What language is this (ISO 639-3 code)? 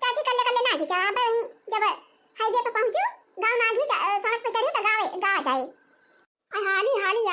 awa